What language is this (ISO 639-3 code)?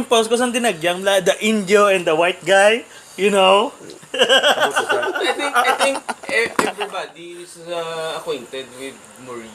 hil